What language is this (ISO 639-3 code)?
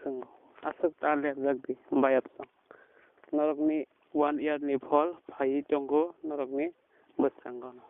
trp